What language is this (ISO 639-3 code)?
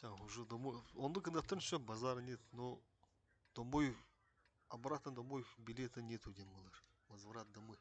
sah